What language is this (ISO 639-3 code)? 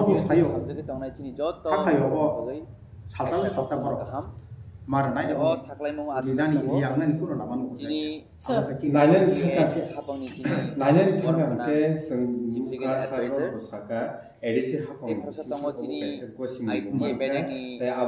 trp